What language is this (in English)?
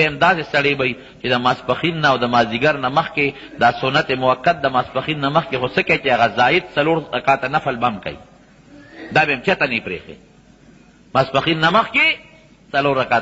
Pashto